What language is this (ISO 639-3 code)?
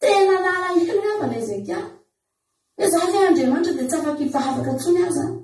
mlg